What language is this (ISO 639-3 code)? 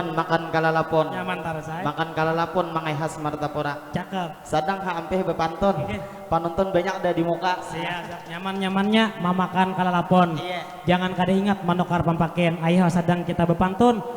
bjn